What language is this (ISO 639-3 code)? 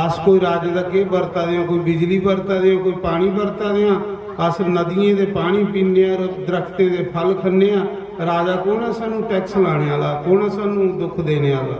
doi